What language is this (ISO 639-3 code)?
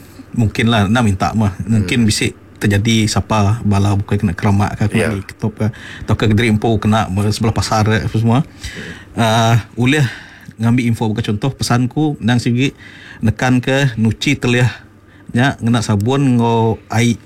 iba